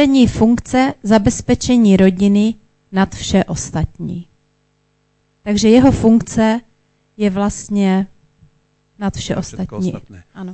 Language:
Slovak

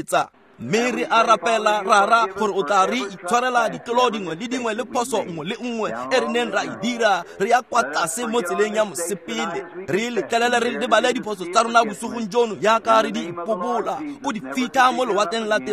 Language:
Tswana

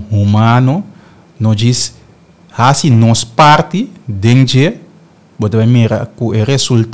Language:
Papiamento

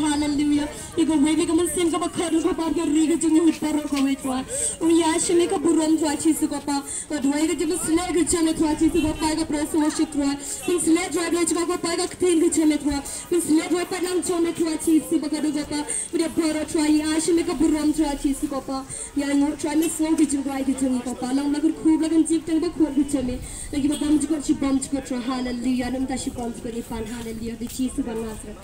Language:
Khasi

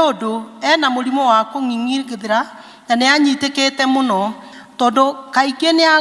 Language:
Kikuyu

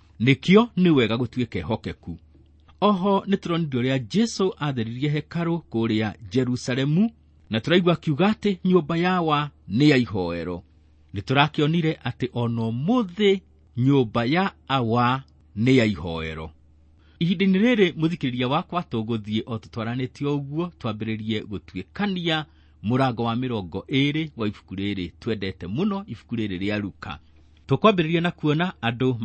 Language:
Kikuyu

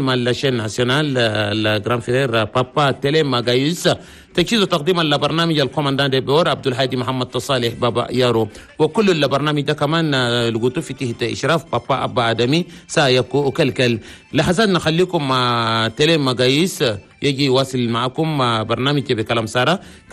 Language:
Chadian Arabic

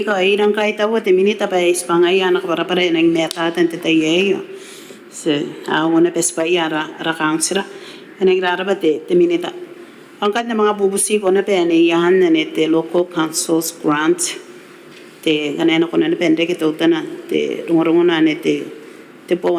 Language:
Gilbertese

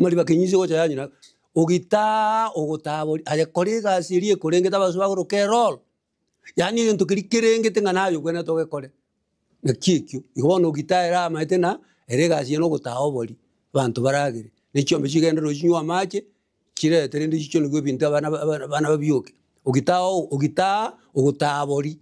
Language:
Gusii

